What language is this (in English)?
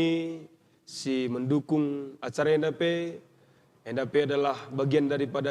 Batak Karo